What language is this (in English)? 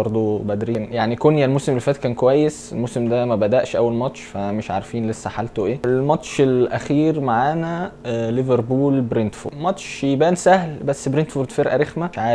Egyptian Arabic